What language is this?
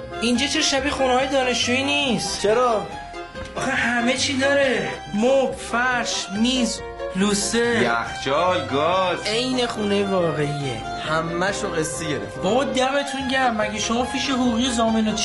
Persian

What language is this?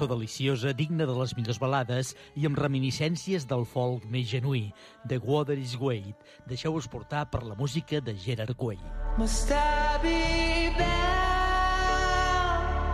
Catalan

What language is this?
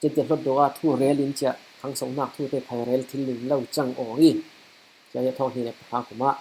Falam Chin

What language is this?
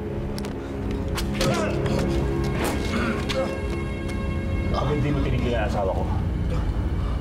Filipino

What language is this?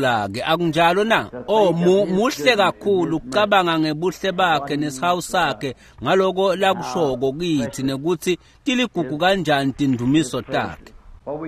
Swati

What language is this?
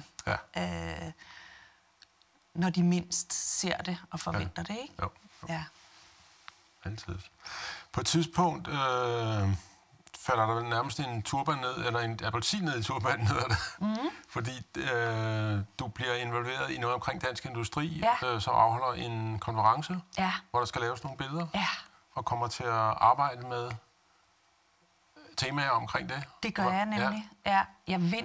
Danish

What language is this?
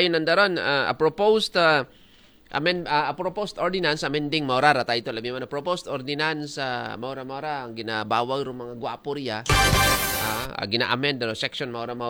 Aklanon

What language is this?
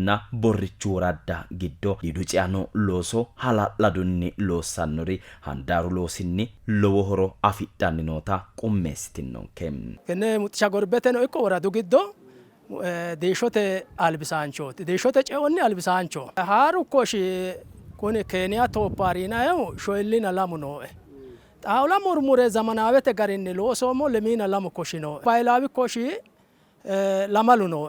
Sidamo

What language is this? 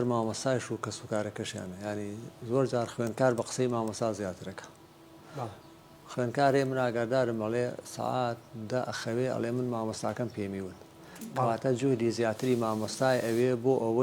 Central Kurdish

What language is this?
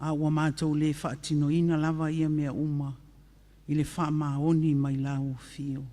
Samoan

